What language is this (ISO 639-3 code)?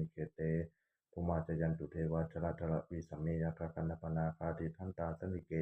pli